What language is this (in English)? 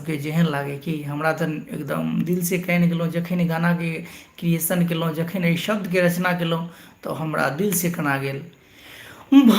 Maithili